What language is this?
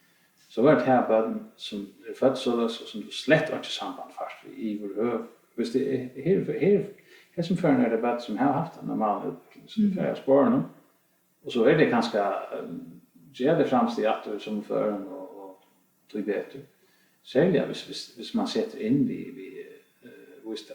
Faroese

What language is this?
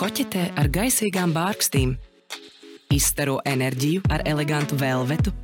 Latvian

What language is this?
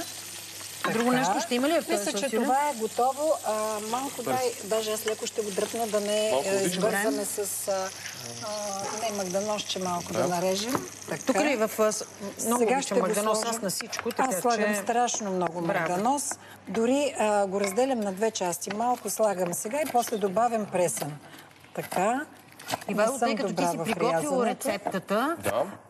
Bulgarian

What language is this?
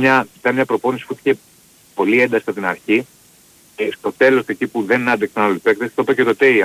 Greek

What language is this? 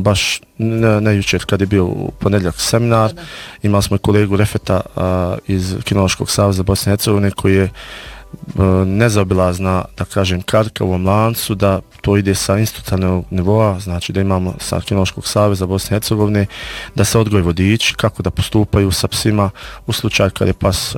Bosnian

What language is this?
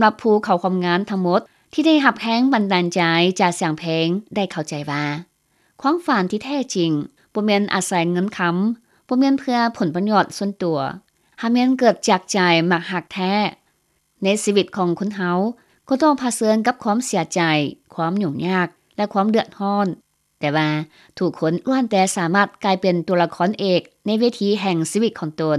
Lao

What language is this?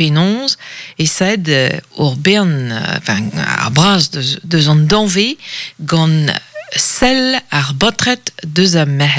Breton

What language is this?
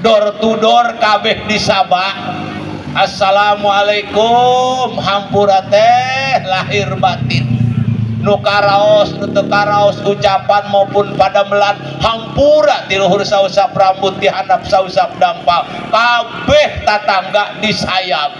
Sundanese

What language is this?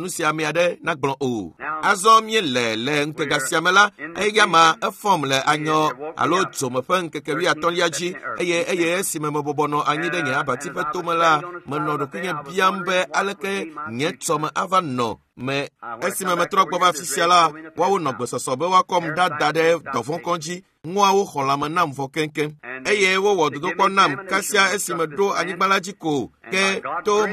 Ewe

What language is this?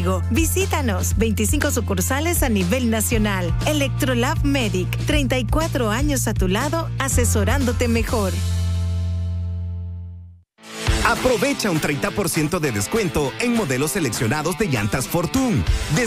Spanish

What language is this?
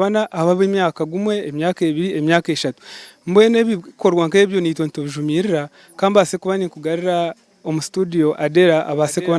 Nyankole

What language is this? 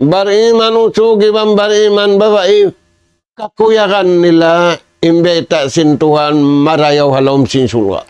Tausug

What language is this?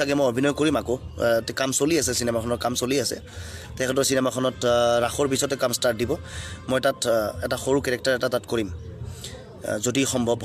Assamese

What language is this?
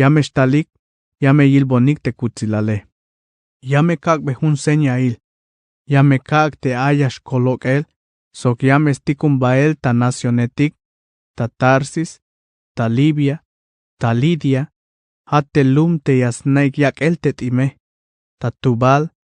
Tzeltal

